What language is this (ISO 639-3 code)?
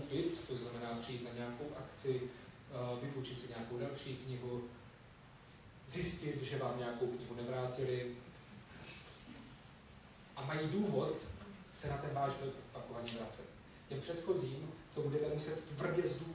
ces